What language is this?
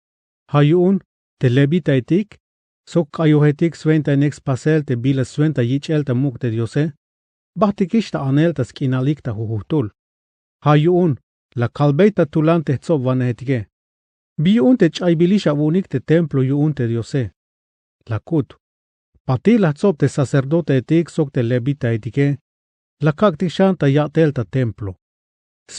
Tzeltal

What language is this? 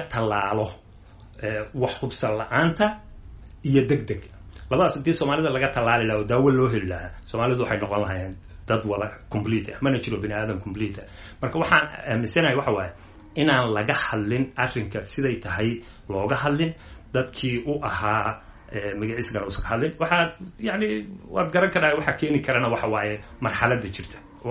Somali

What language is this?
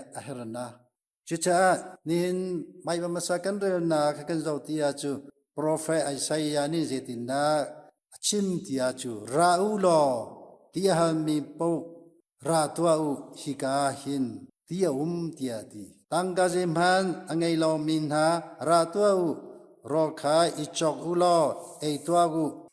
Hakha Chin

